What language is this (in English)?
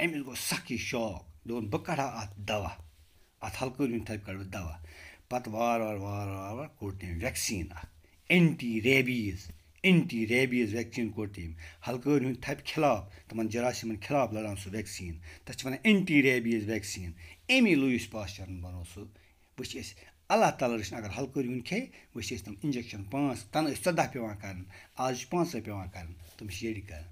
Kashmiri